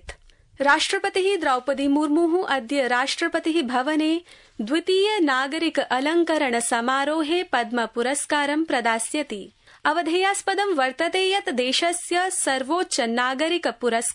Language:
Sanskrit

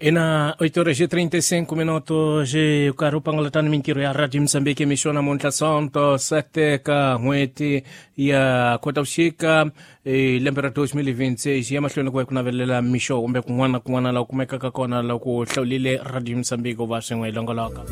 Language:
Tsonga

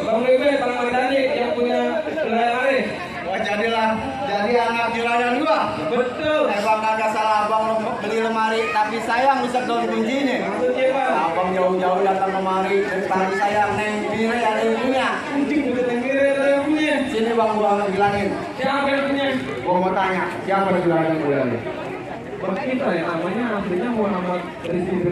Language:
Betawi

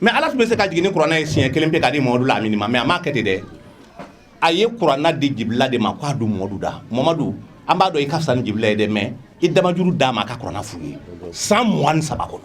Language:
Bambara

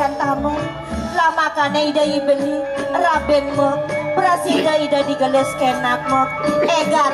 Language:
Balinese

